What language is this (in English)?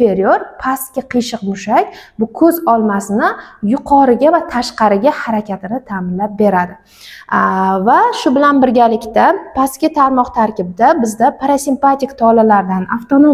Uzbek